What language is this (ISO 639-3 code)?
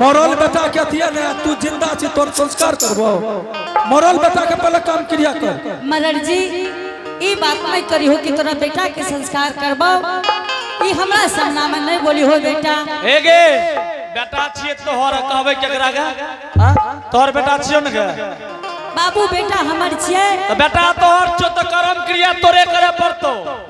anp